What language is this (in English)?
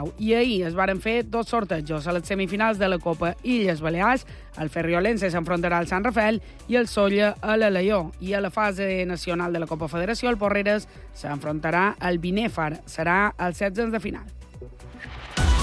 Catalan